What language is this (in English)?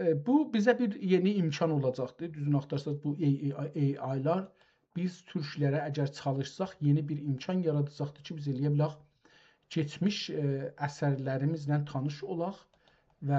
South Azerbaijani